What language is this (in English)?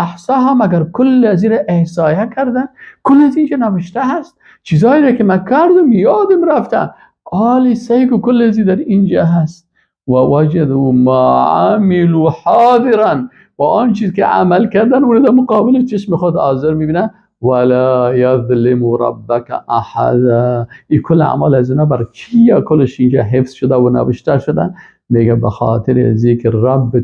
Persian